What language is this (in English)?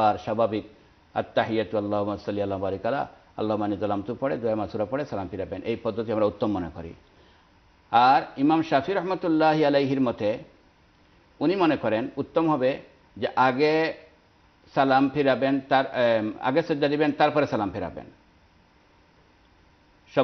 Bangla